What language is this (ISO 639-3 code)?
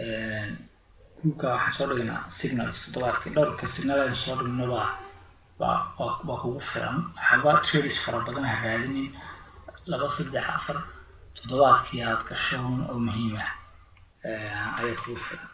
som